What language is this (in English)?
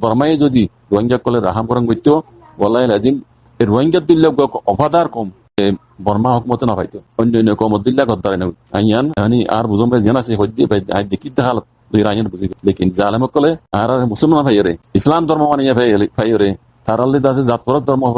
Rohingya